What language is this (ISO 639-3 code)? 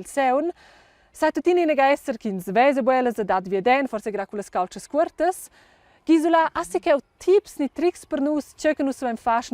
roh